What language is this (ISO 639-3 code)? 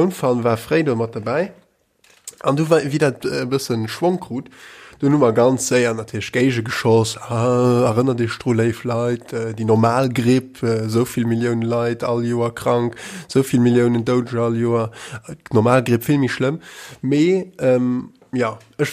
ltz